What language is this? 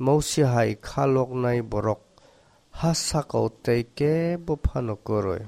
Kok Borok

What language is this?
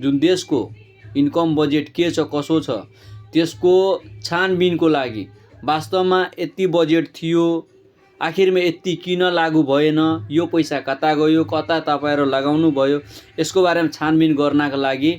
Nepali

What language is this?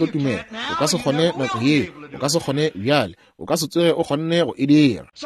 Northern Sotho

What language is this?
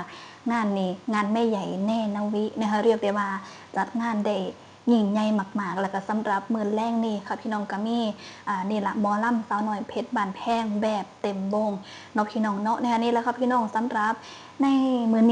Northeastern Thai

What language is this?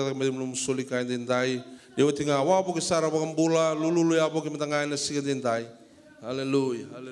Fijian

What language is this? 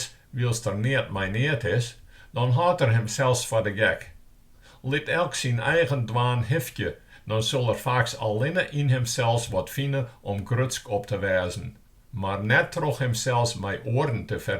Western Frisian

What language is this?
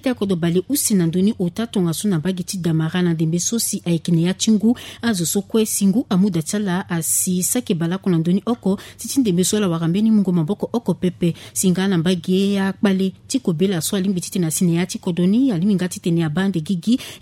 Sango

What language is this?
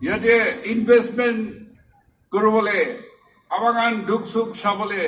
Naga Pidgin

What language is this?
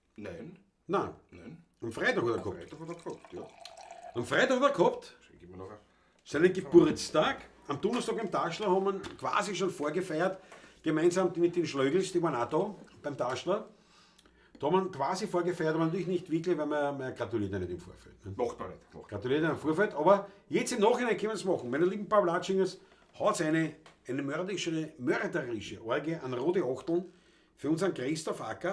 Bavarian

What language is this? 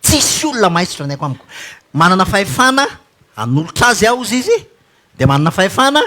Malagasy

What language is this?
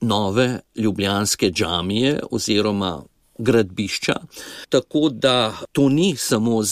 Slovenian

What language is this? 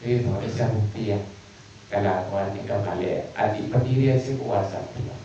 Madurese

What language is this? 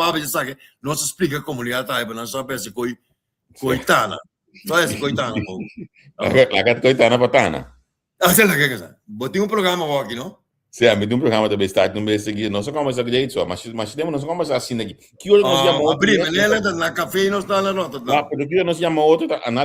Papiamento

